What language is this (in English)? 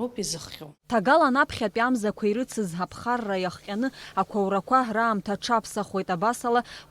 Abkhazian